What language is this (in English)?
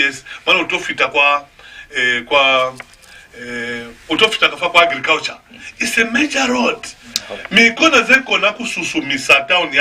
Lozi